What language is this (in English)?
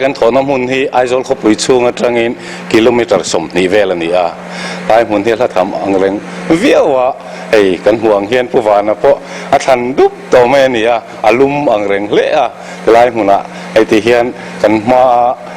Mizo